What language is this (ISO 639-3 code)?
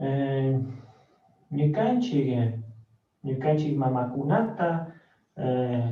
qug